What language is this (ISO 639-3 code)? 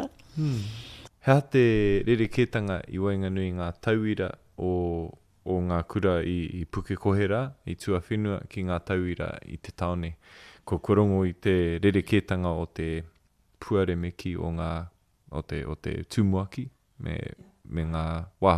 mri